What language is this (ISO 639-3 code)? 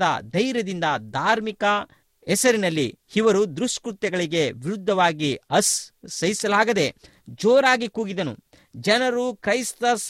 kan